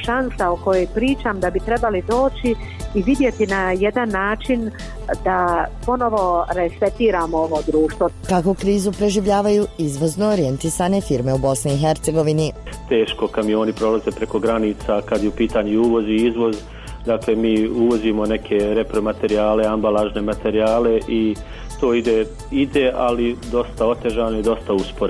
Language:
Bosnian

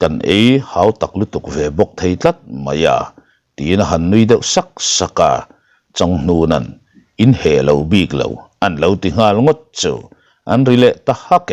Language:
Mizo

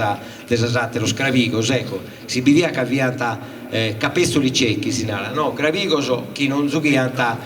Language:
Sardinian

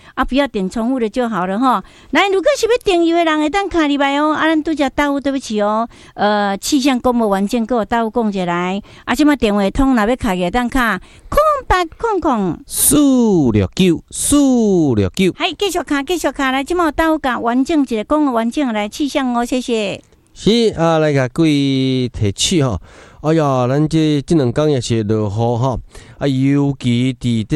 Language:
Min Nan Chinese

